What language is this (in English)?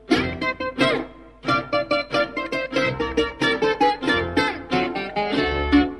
Greek